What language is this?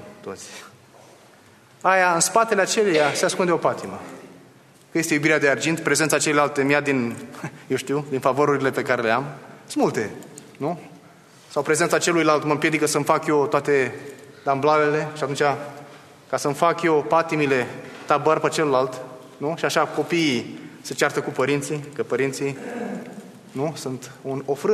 Romanian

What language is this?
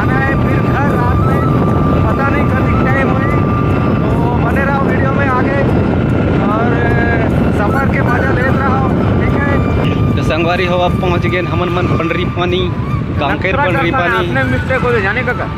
Chhattisgarhi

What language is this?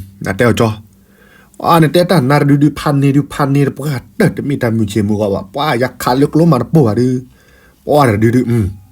S'gaw Karen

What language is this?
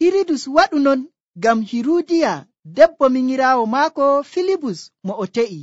Nigerian Fulfulde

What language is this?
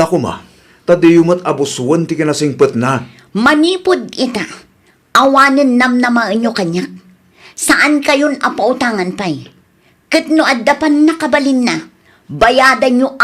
Iloko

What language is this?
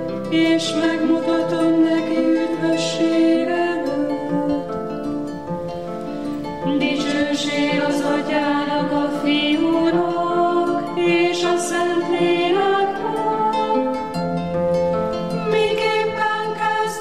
Hungarian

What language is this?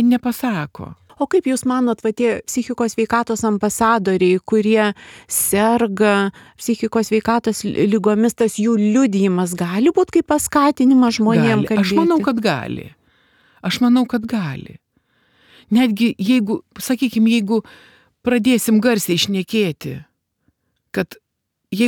Lithuanian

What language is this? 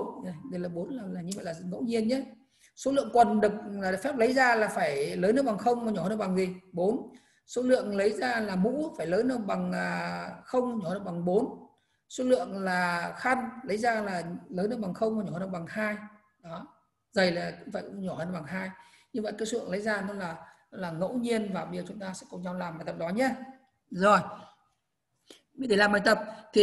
Vietnamese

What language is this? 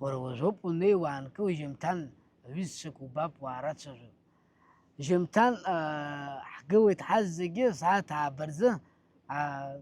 Abkhazian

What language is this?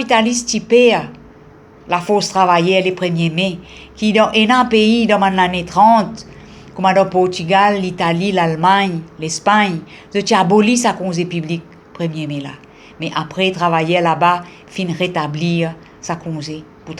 Morisyen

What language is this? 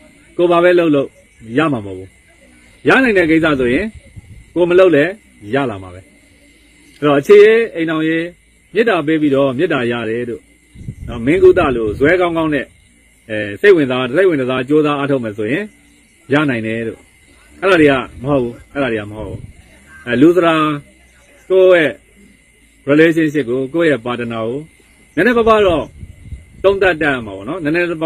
Burmese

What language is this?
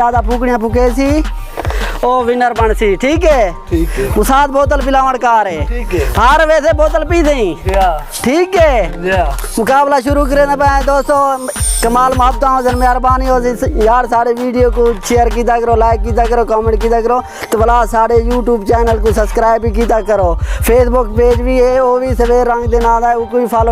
Saraiki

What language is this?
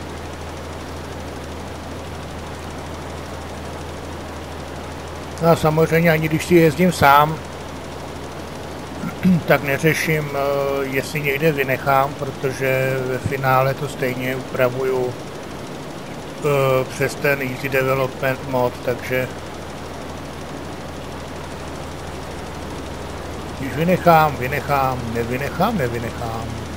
Czech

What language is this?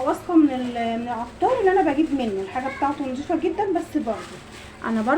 Egyptian Arabic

